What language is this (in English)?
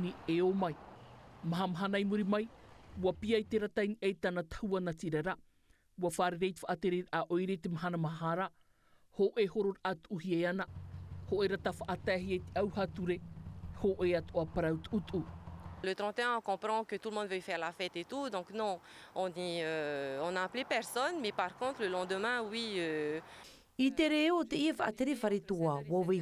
Tahitian